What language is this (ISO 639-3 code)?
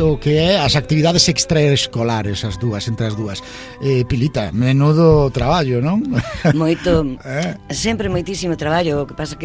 glg